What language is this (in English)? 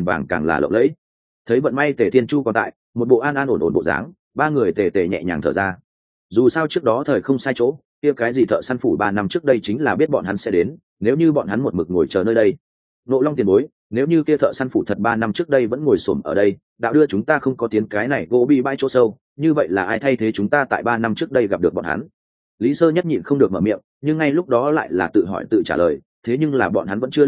Vietnamese